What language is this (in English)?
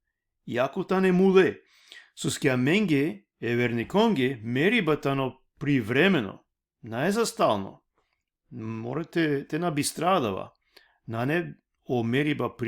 Balkan Romani